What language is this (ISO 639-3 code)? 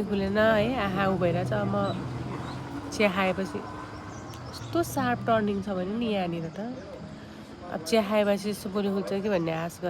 nep